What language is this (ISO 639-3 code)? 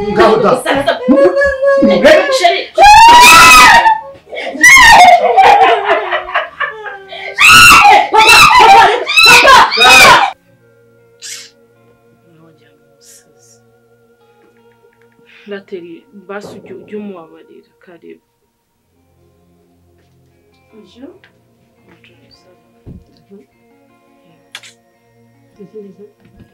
kin